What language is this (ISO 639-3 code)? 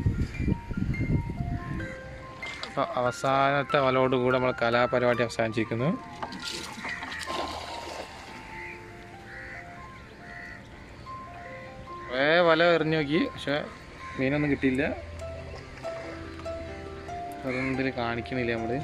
mal